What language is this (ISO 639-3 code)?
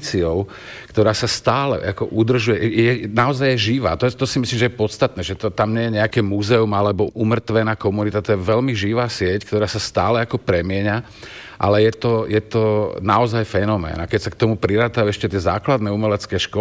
slk